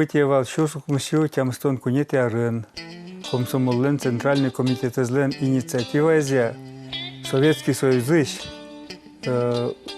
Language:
Udmurt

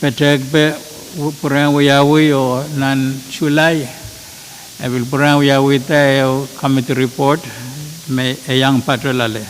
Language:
Pohnpeian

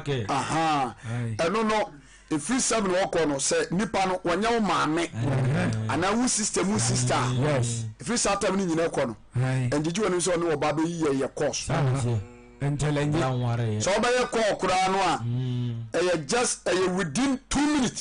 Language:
Akan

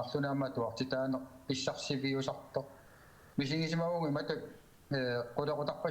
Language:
Kalaallisut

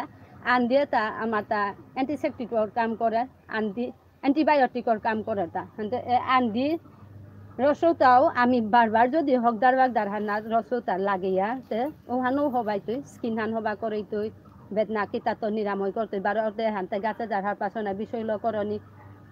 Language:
Bishnupriya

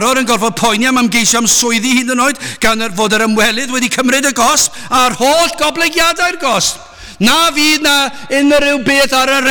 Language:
Welsh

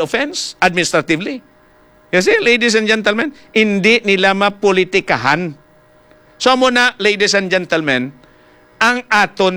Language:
Hiligaynon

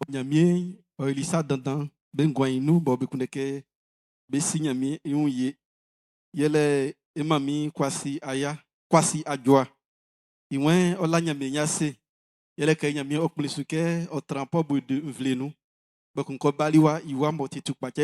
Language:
Baoulé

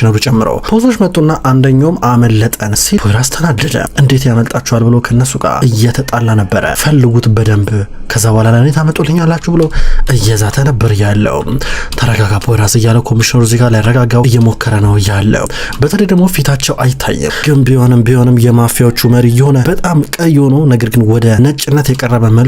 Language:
Amharic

